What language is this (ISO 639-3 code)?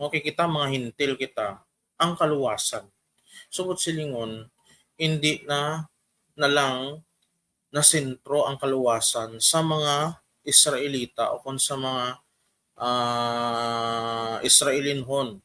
hil